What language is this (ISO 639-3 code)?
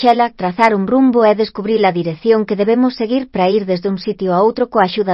glg